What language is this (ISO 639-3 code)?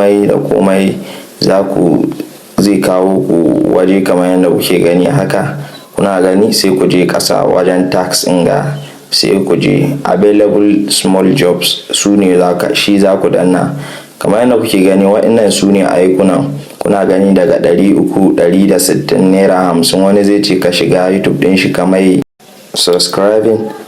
hau